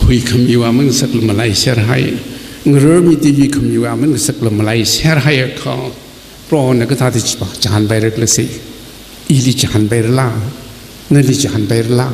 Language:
Tangkhul Naga (India)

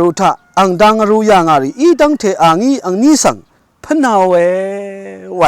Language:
Rawang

